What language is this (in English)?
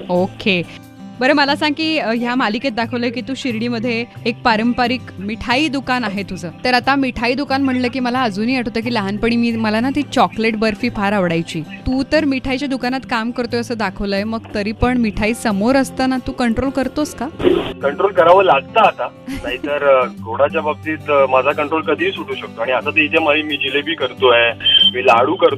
Marathi